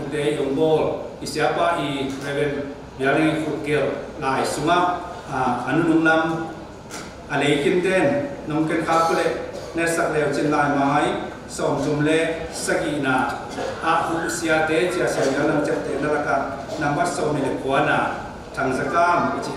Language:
Tedim Chin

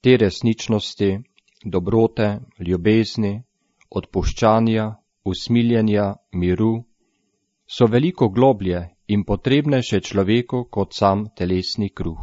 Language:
Slovenian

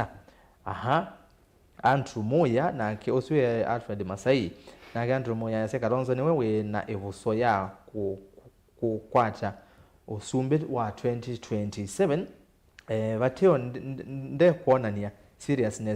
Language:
Kamba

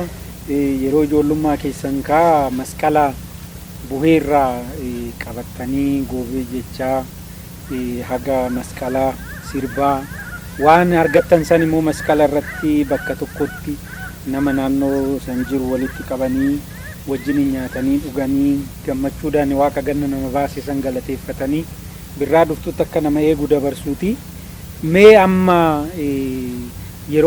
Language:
Oromo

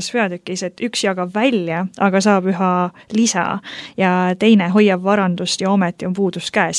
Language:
Estonian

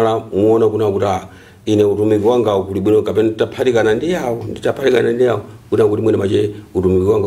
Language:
Nyanja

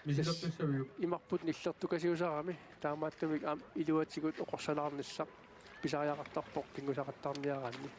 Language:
Kalaallisut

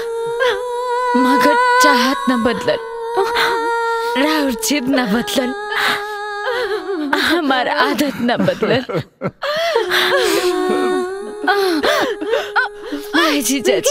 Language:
Bhojpuri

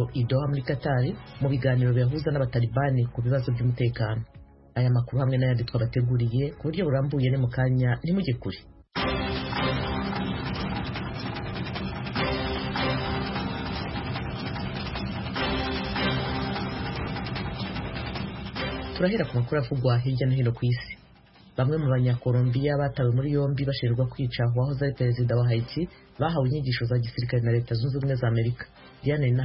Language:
Kinyarwanda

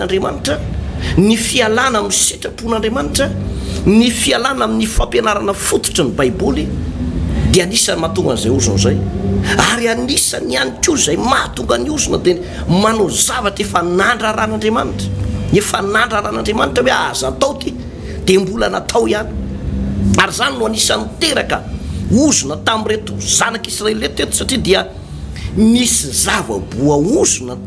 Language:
Malagasy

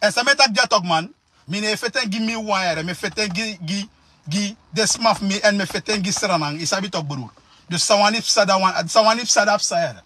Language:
Sranan Tongo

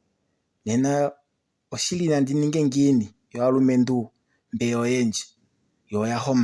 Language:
Kuanyama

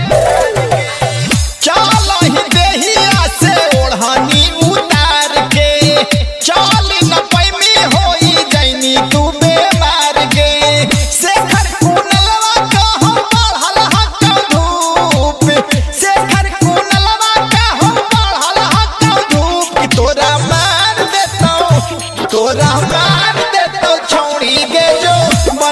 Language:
Magahi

